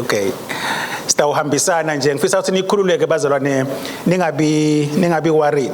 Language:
Swati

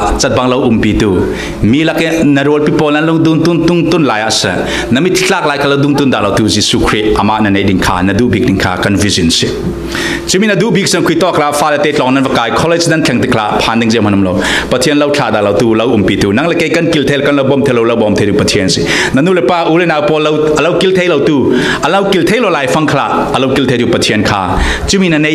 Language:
Falam Chin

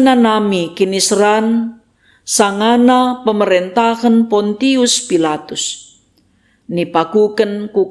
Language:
Batak Karo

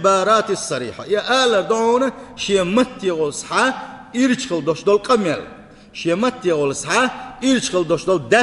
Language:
Chechen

